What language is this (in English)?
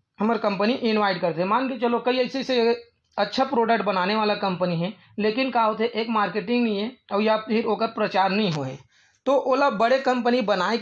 Chhattisgarhi